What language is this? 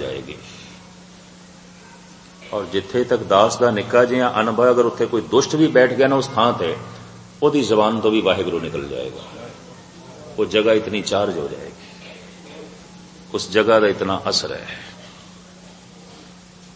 Punjabi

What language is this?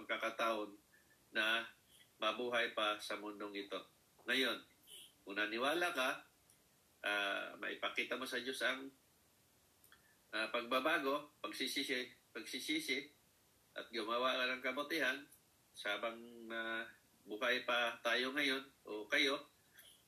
Filipino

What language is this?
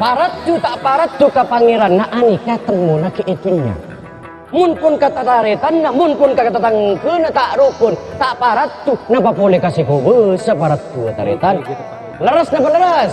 Madurese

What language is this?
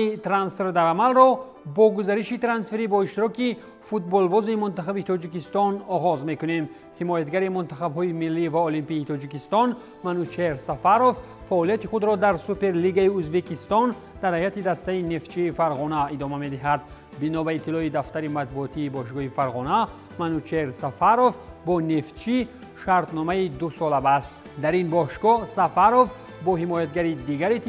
Tajik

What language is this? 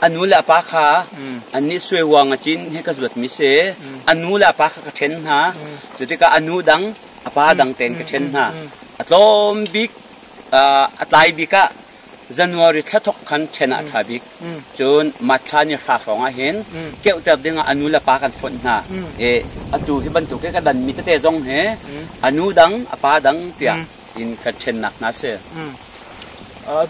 Hakha Chin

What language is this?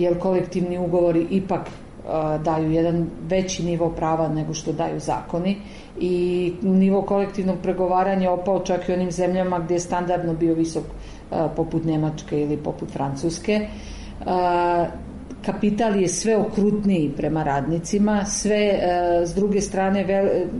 Serbian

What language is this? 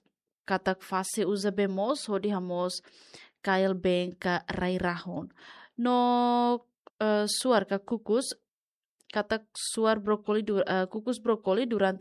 Tetum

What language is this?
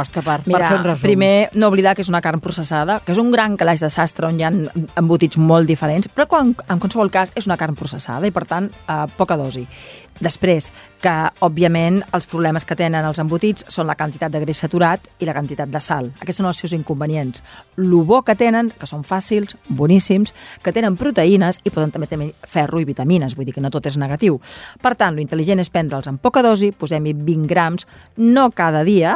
Catalan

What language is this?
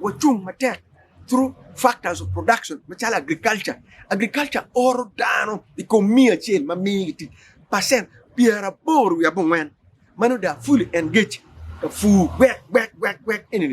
Acoli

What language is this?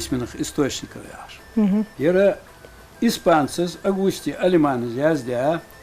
Ingush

